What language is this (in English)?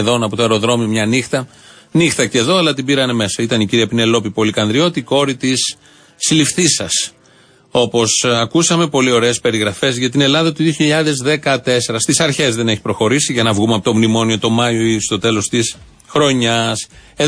Greek